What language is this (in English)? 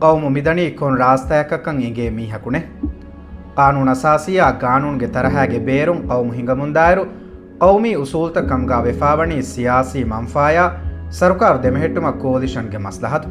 Divehi